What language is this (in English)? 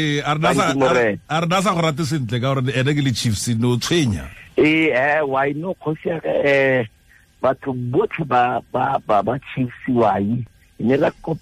Tswana